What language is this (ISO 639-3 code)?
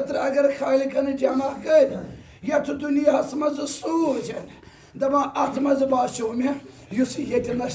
kas